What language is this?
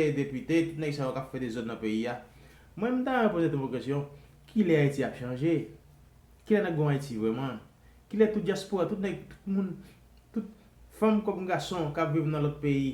Haitian Creole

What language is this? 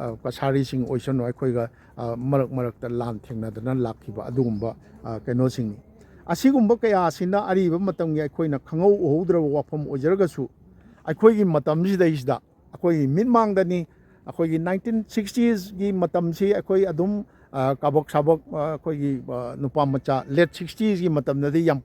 Manipuri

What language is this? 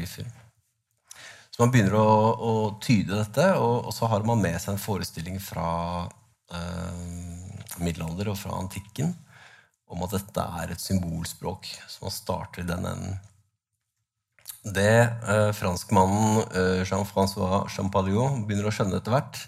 Norwegian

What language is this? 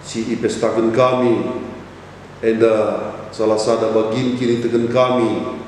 Batak Karo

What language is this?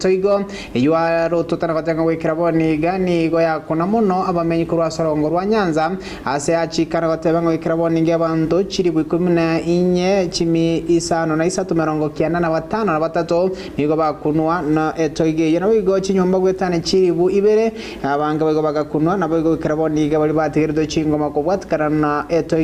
Gusii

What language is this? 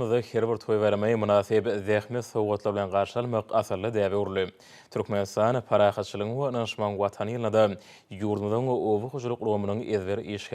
Turkmen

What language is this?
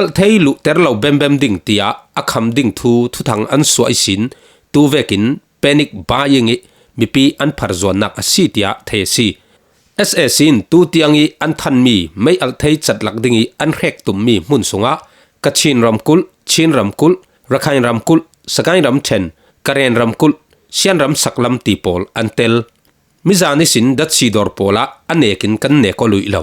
Falam Chin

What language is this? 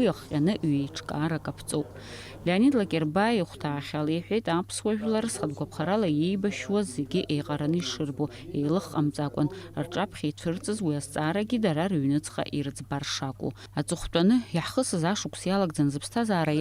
Abkhazian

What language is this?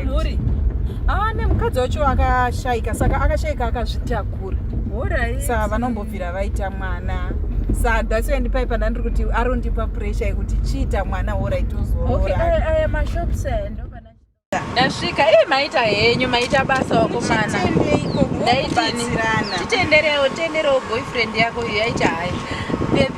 Shona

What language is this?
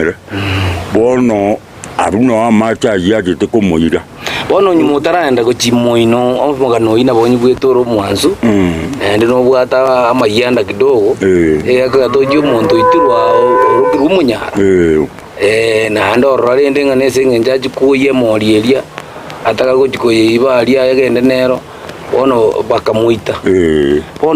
Gusii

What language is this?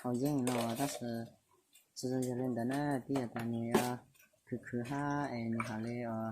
Hmong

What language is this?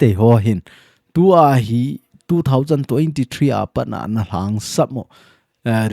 Thado Chin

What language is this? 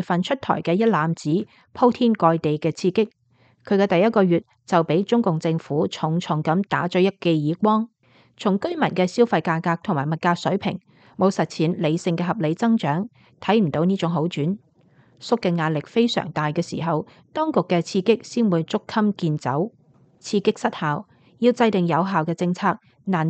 Cantonese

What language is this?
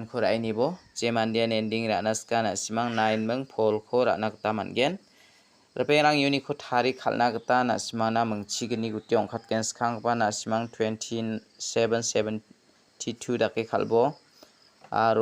Garo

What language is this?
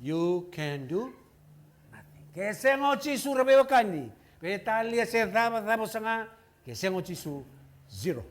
Fijian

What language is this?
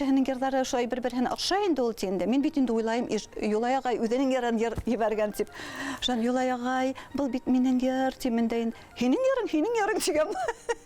Bashkir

